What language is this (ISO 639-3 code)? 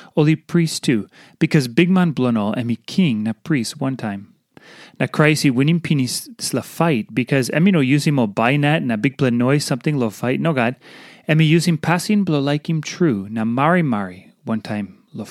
tpi